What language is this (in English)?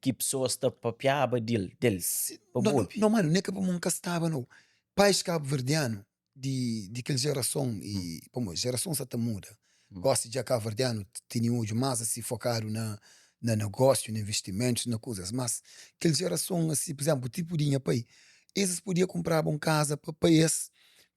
Kabuverdianu